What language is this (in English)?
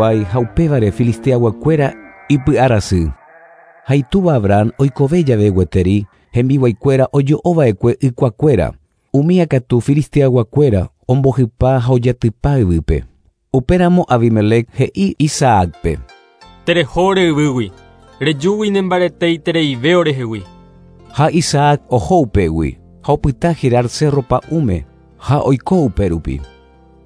Guarani